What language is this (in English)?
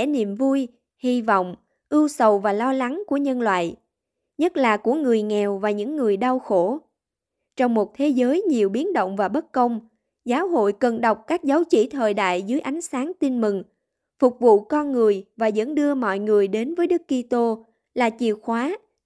Vietnamese